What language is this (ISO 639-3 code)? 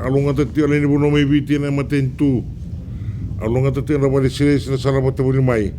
fij